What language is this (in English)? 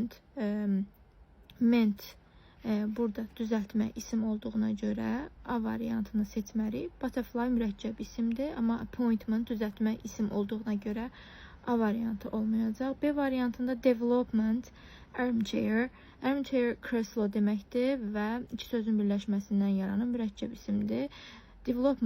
Azerbaijani